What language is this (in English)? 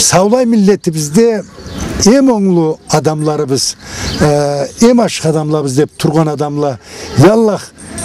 Karachay-Balkar